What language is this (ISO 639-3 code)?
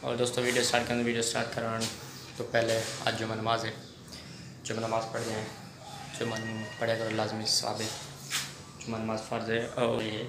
skr